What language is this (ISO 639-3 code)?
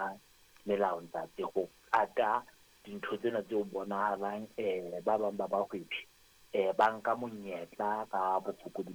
sot